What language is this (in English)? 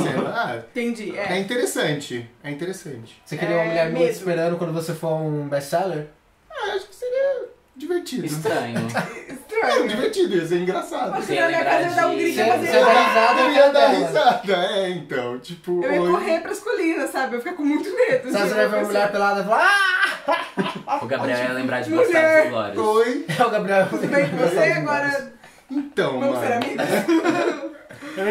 Portuguese